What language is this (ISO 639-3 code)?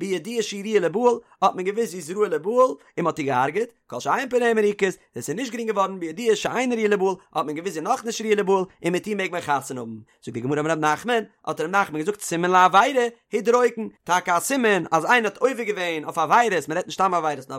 yid